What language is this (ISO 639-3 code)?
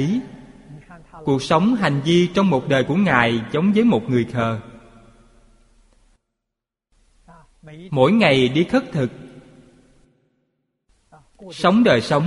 vie